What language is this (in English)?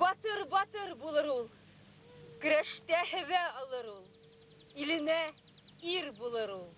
Bashkir